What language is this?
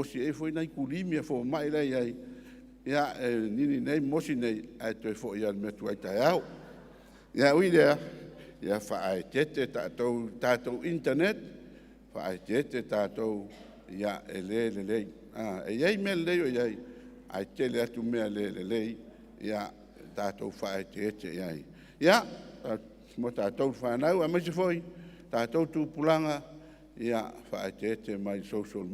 Samoan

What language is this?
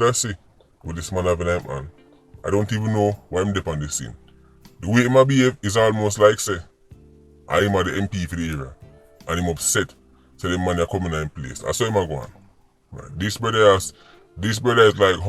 Jamaican Creole English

